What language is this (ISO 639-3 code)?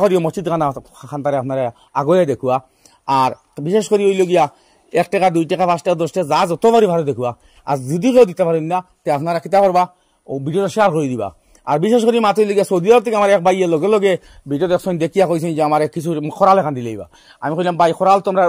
syl